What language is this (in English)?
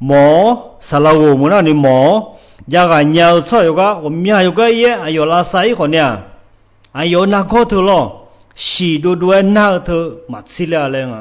Akha